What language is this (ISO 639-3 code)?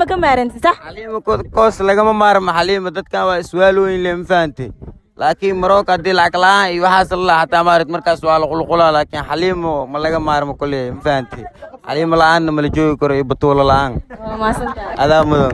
som